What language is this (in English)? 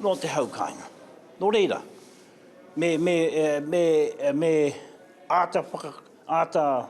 Māori